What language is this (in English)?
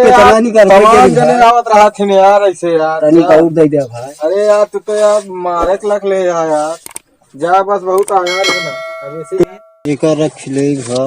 Awadhi